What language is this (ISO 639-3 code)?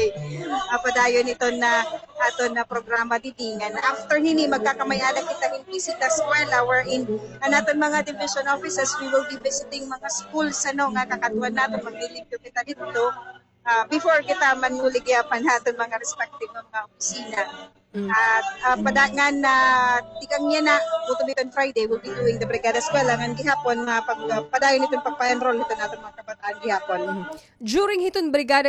war